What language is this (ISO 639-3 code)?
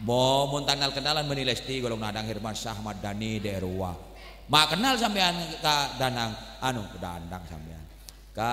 mad